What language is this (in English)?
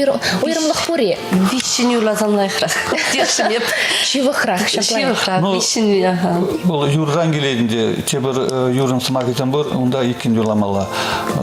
Chuvash